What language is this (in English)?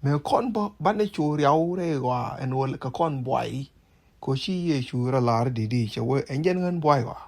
Nuer